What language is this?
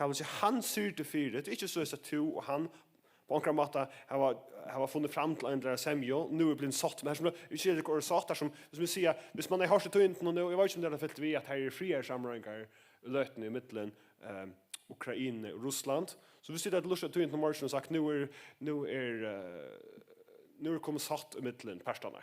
Faroese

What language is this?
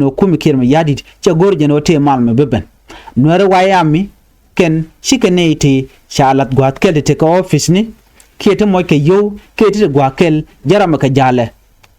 Nuer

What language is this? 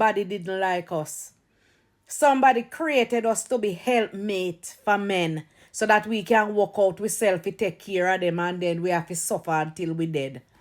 Jamaican Creole English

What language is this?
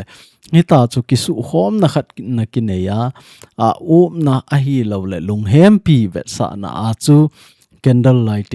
Thado Chin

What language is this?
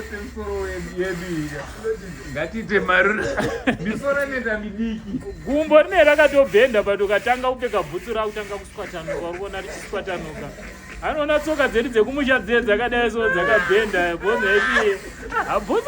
Shona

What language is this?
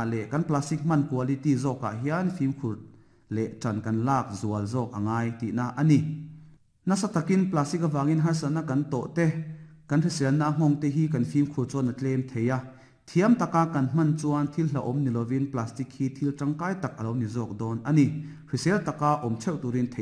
Mizo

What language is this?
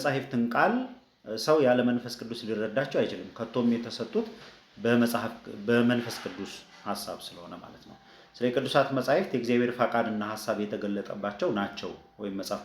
Amharic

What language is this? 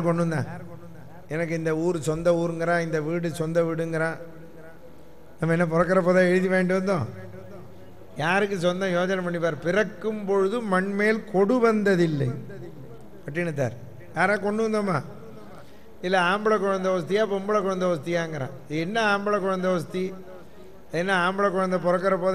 Tamil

